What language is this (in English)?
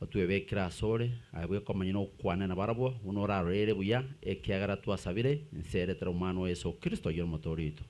Gusii